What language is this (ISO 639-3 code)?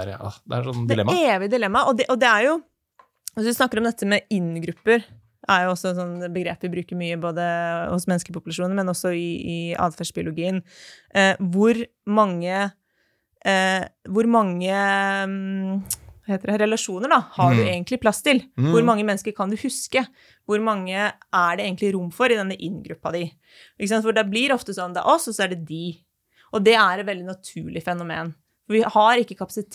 nor